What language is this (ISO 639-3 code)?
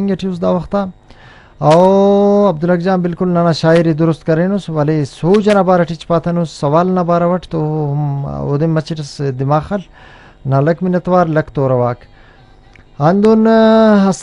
brh